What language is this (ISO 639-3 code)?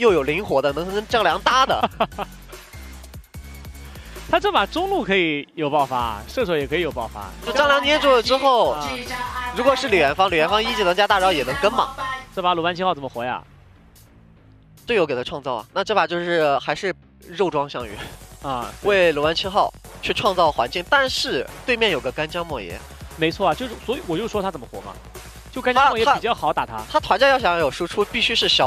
zho